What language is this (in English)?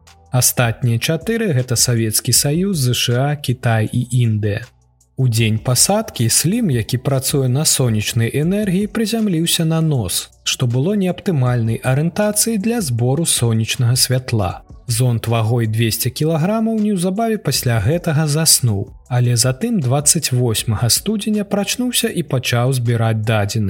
Belarusian